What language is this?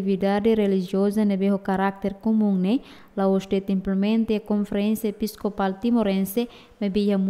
Tetum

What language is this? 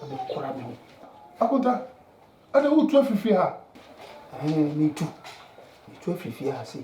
Akan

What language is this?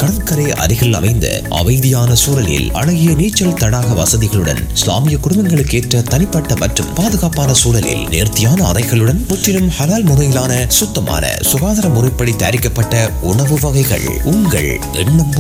Tamil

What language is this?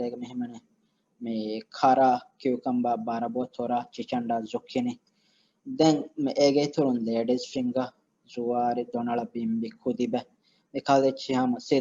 Divehi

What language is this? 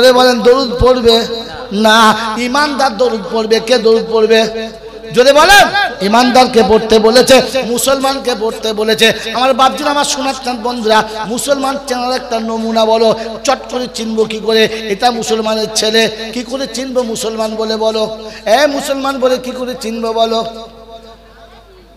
Bangla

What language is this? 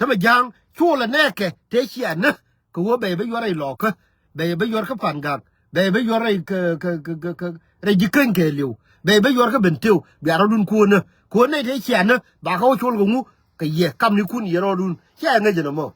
Nuer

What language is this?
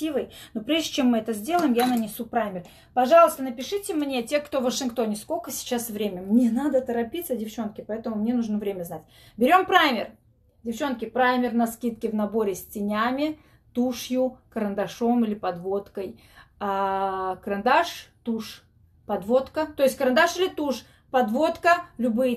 Russian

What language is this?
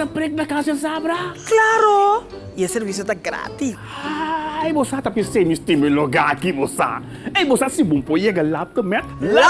Papiamento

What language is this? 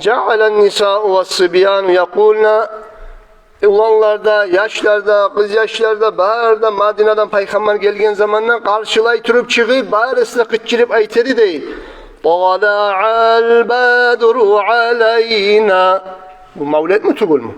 Kumyk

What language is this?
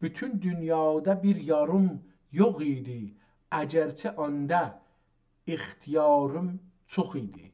South Azerbaijani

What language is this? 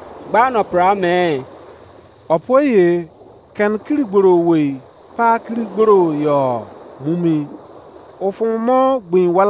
Izon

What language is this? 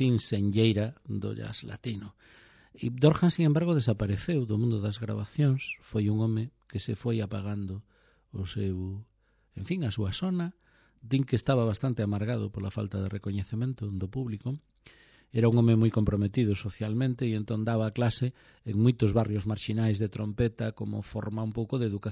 Galician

